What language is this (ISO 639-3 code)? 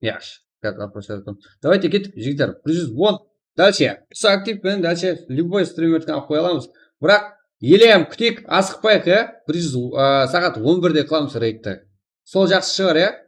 kaa